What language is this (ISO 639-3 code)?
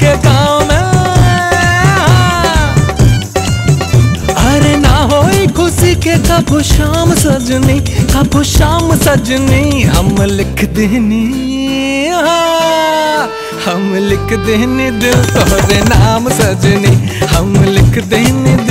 bho